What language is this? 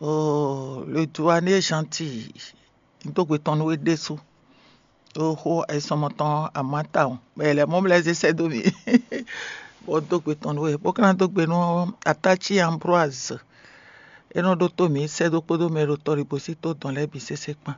Fon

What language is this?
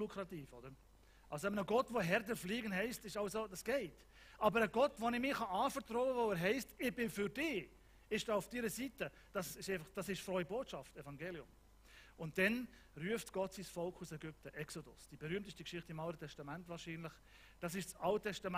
Swiss German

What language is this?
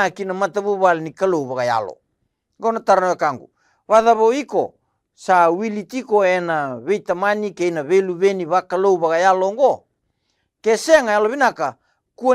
Fijian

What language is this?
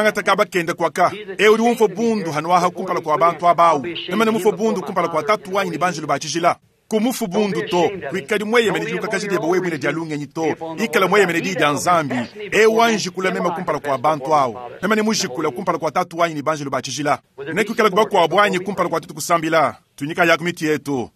Luba-Lulua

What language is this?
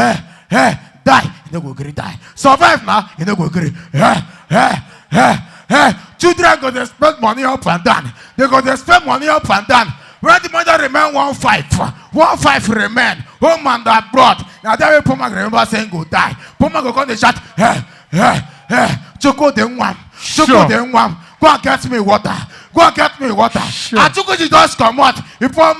Nigerian Pidgin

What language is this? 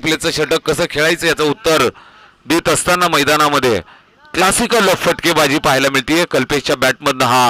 Marathi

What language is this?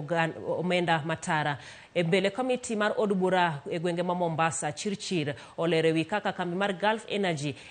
Luo (Kenya and Tanzania)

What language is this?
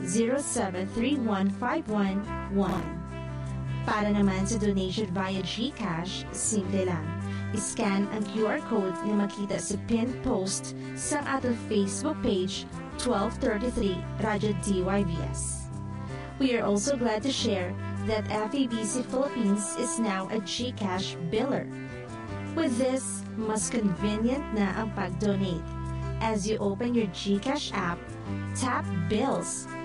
Filipino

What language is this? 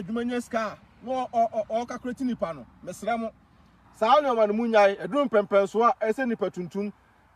Akan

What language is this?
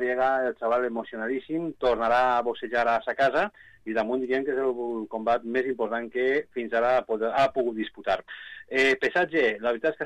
Catalan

